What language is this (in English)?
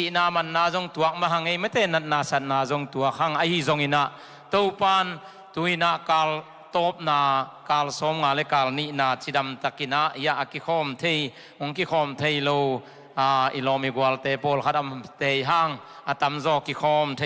Tedim Chin